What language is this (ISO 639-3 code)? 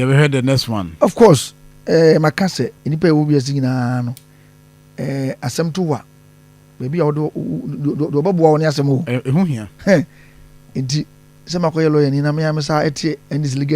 aka